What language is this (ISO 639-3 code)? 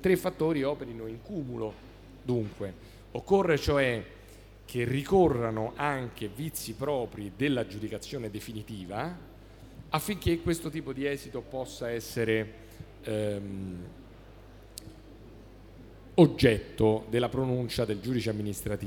ita